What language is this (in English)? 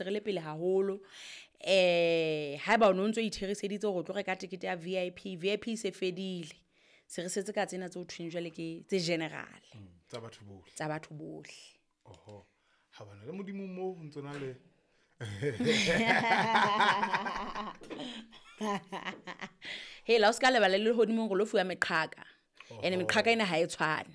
Southern Sotho